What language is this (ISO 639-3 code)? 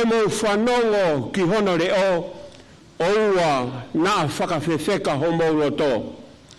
ton